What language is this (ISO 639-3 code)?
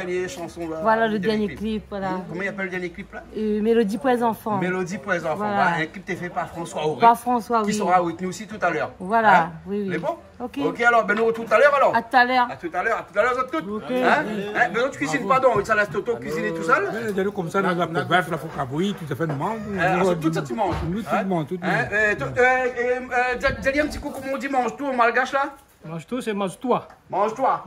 rcf